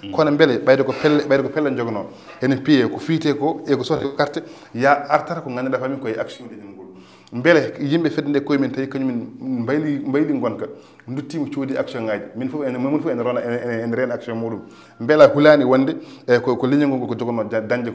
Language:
Fula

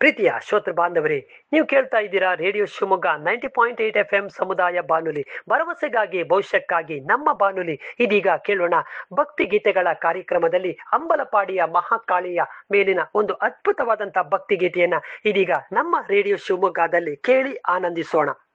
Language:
Kannada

